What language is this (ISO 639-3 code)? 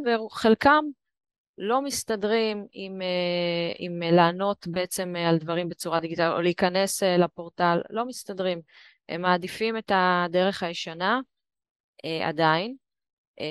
heb